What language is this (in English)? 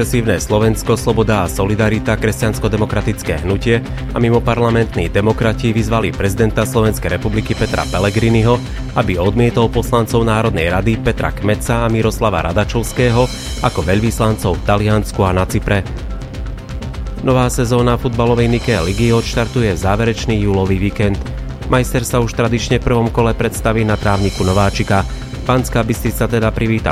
Slovak